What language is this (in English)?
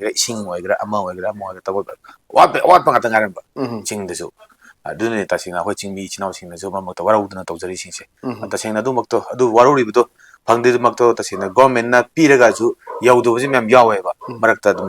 Manipuri